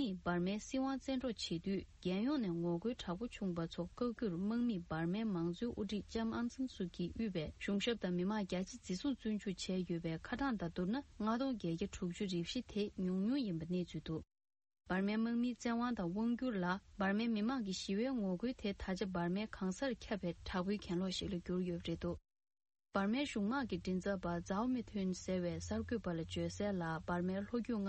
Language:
Tibetan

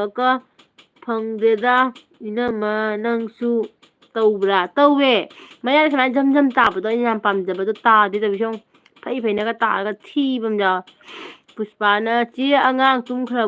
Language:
Manipuri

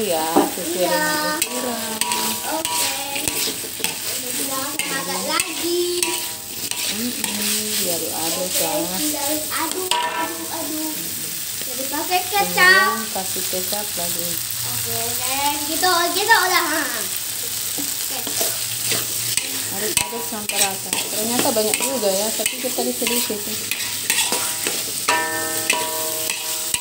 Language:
Indonesian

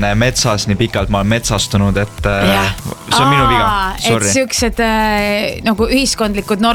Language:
Estonian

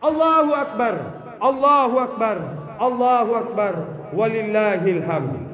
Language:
Buginese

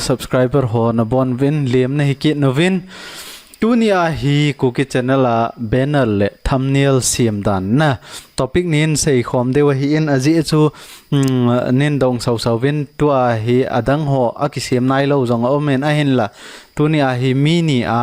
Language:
Thado Chin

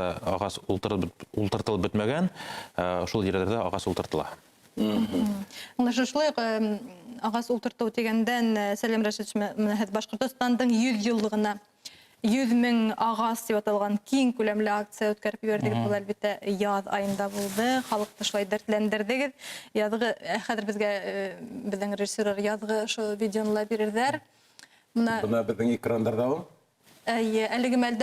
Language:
Bashkir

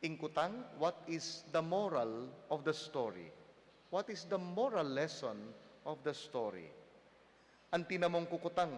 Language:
Pampanga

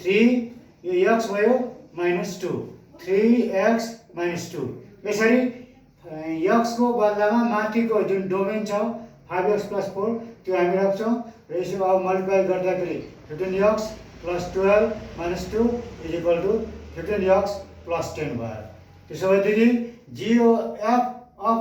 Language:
Nepali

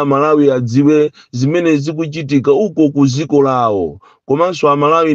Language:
Nyanja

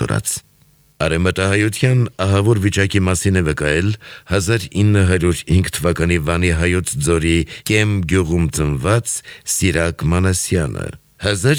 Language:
Armenian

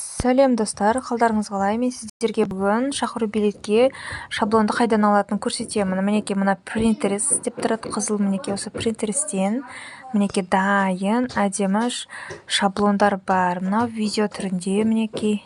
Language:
Kazakh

